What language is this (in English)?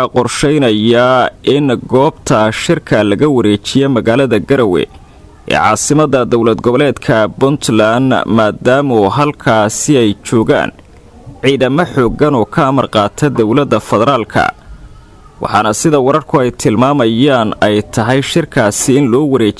Somali